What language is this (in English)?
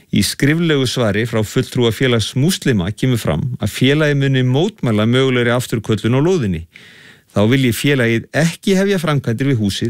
Icelandic